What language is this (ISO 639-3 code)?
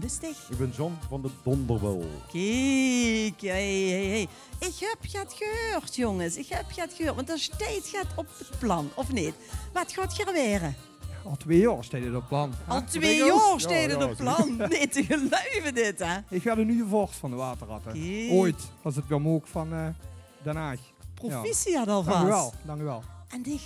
lim